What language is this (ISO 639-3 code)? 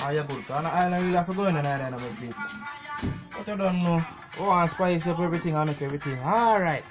jam